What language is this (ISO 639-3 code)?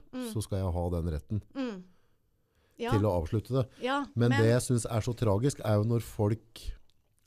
nor